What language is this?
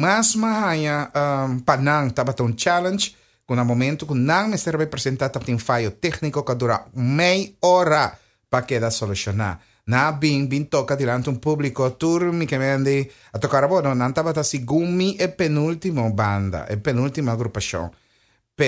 Papiamento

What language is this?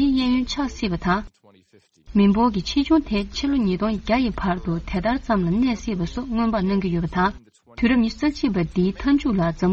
Tibetan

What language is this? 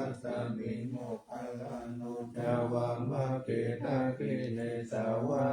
Pali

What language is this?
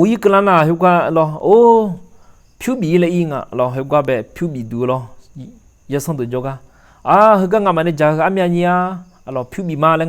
Akha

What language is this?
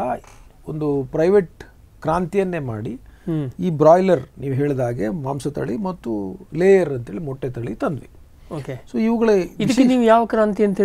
Kannada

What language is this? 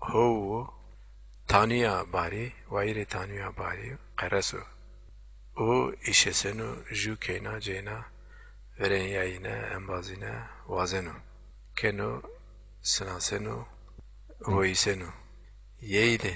Zaza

